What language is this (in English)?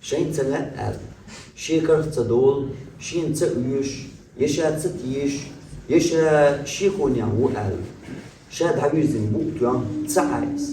Chechen